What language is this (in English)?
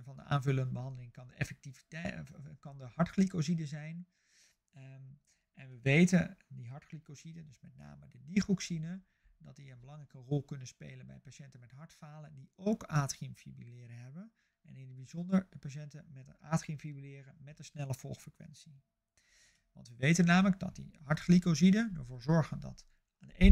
Dutch